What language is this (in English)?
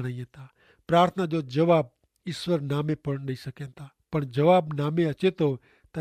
Kachhi